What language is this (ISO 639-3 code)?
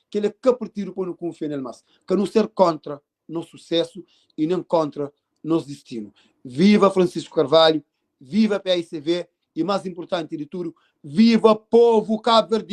kea